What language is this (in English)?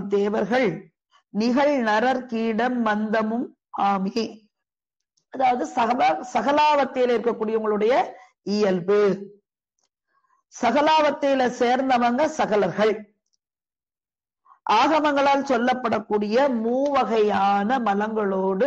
Tamil